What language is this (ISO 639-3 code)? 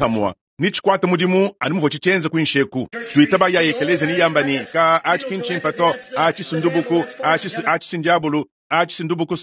lua